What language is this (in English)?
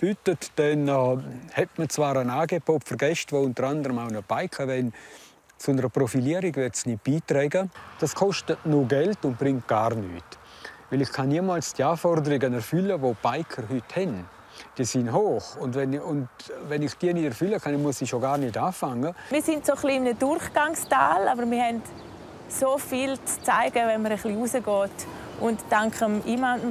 Romansh